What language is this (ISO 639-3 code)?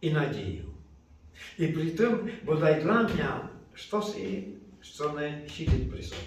rue